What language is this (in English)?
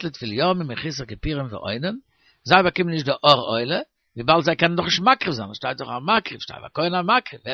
Yiddish